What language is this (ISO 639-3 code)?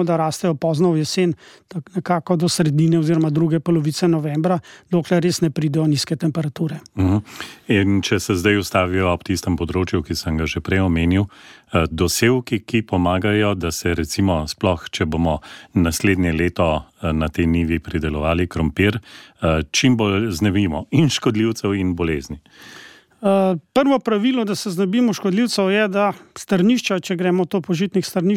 slv